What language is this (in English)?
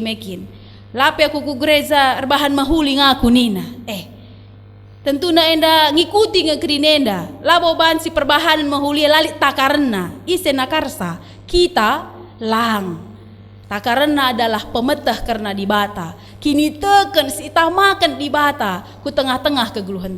Batak Karo